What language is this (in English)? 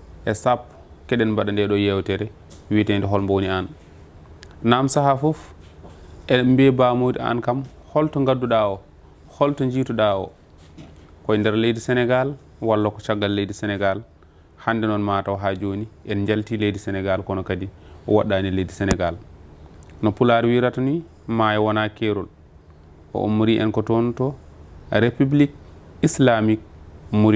Fula